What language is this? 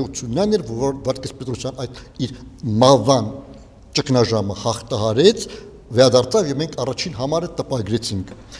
Armenian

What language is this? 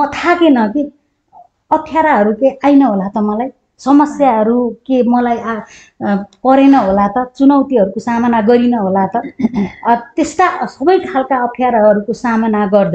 Nepali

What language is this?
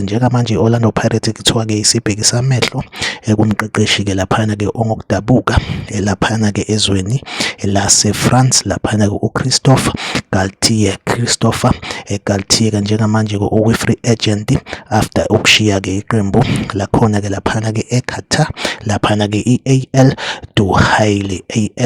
Zulu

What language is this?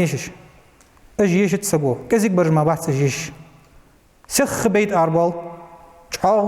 Ingush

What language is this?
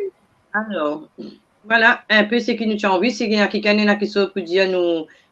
Morisyen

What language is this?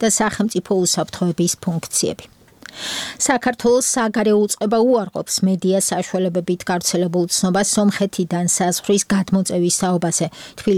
Georgian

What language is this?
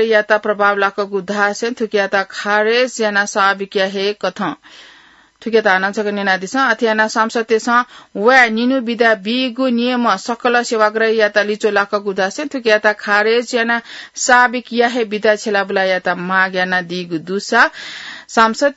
Newari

